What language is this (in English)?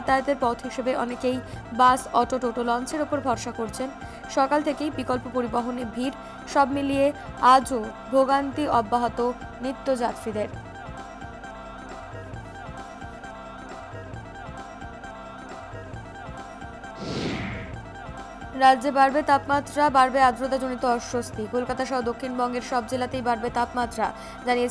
Bangla